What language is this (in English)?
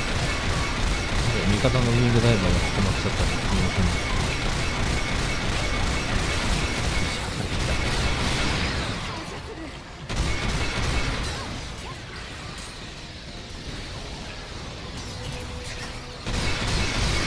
Japanese